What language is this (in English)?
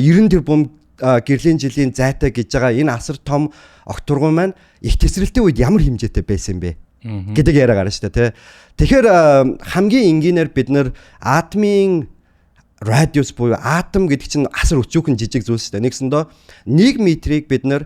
Mongolian